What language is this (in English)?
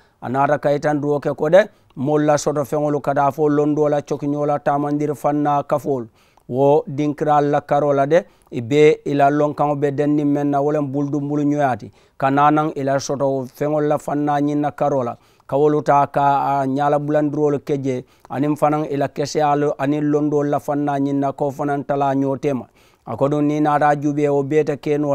Mandingo